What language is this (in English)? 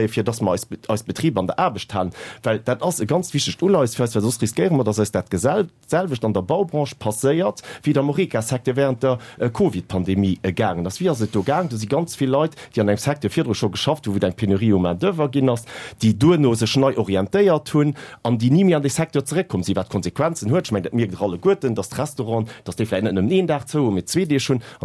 Luxembourgish